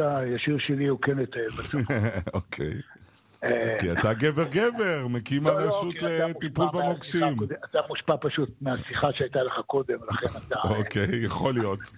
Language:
Hebrew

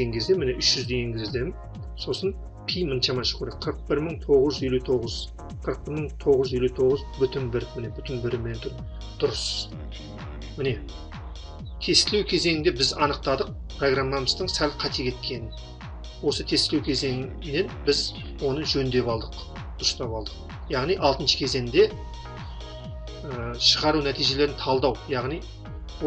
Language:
Kazakh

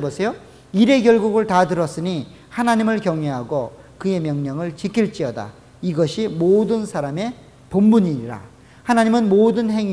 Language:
Korean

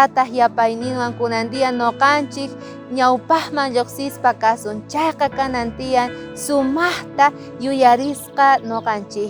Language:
South Bolivian Quechua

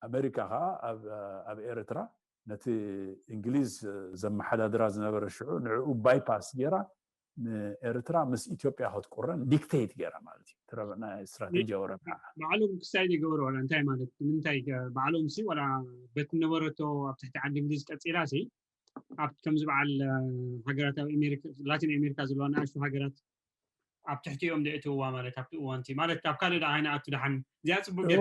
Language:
Tigrinya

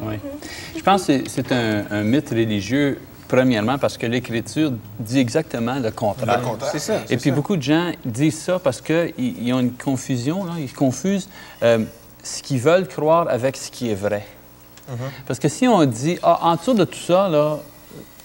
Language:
French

